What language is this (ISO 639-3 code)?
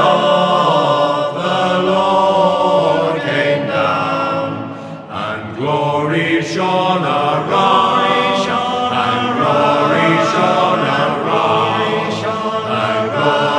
eng